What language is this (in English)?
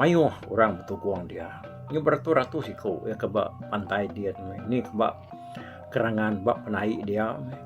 Iban